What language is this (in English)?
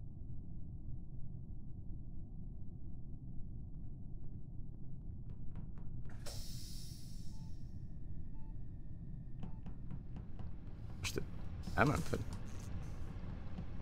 Hungarian